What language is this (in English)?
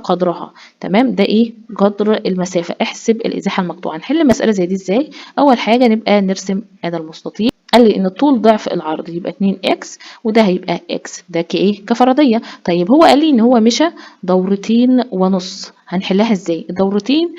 Egyptian Arabic